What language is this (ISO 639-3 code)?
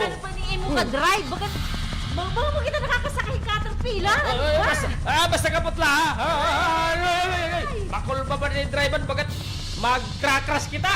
war